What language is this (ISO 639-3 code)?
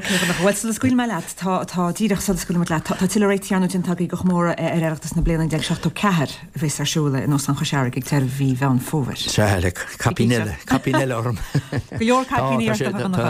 gle